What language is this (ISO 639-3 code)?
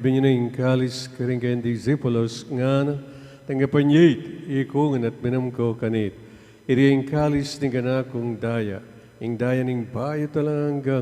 pam